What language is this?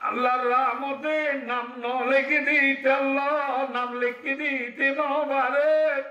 Rohingya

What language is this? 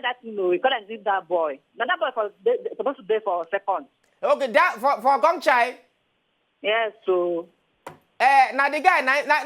Nigerian Pidgin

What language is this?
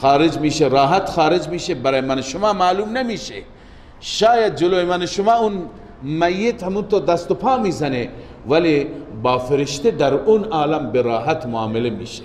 Persian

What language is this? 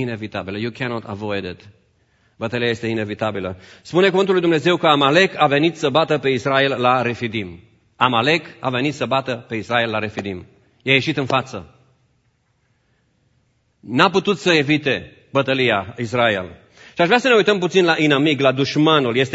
Romanian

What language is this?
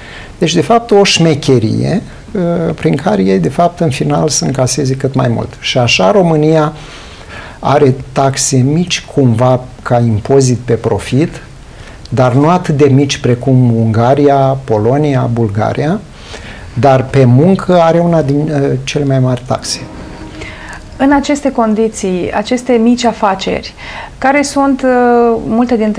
Romanian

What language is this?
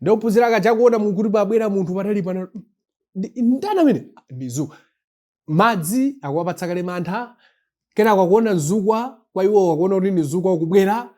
Nyanja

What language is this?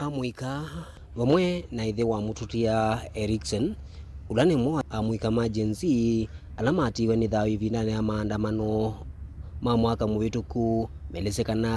Kamba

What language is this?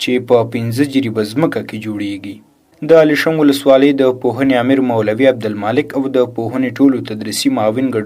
Pashto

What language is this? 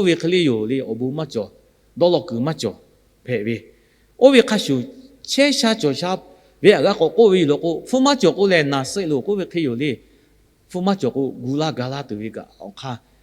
Lahu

